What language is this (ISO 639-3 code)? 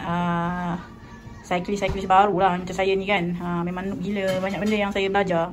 msa